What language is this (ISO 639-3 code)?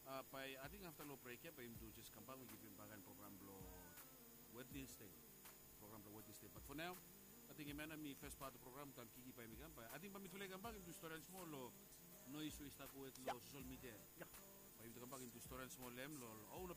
bis